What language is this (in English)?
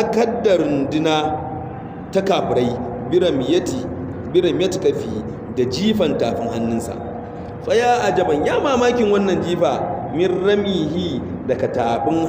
Hausa